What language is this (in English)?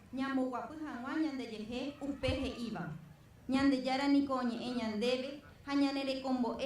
Guarani